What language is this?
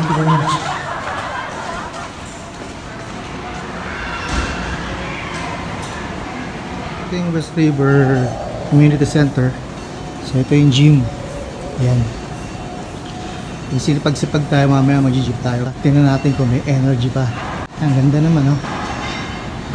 Filipino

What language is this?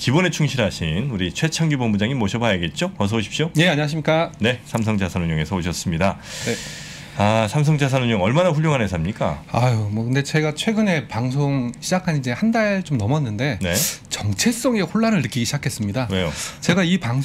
Korean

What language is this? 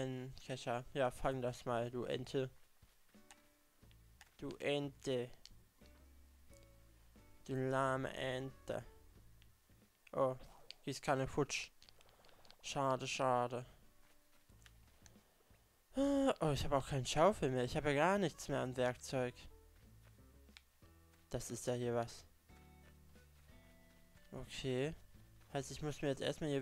German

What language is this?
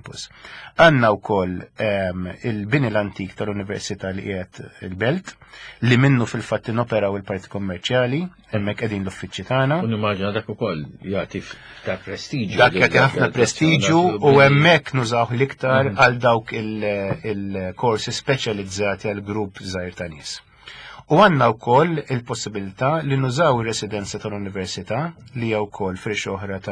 Maltese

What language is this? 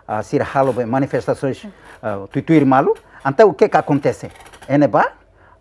Tetum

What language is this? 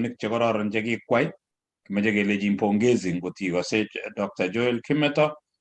Kalenjin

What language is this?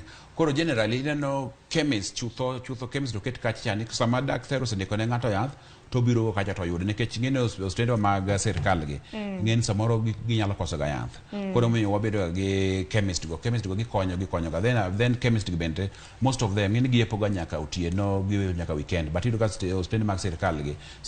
Luo (Kenya and Tanzania)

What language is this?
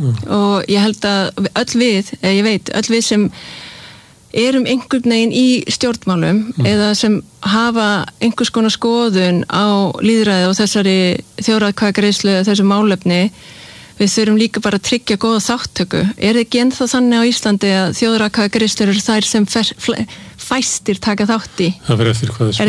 Icelandic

